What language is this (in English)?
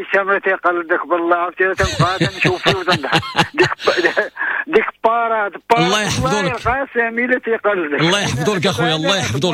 Moroccan Arabic